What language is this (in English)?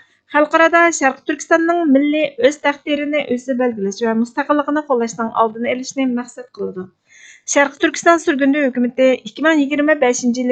Uyghur